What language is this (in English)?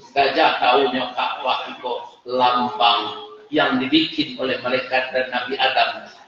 Minangkabau